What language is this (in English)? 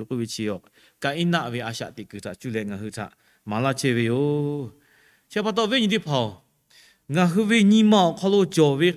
Lahu